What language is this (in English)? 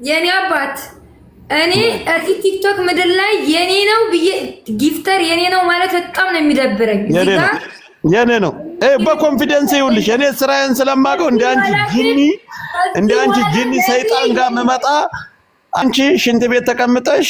Amharic